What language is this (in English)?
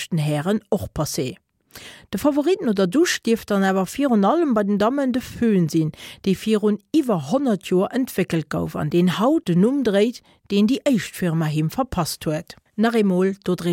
Luxembourgish